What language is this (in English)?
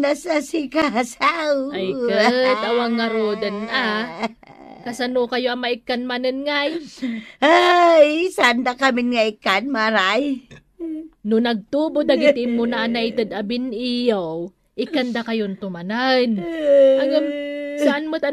Iloko